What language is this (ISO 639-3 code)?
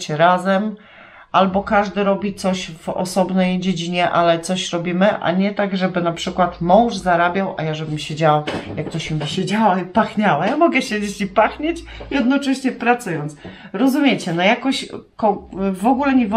pol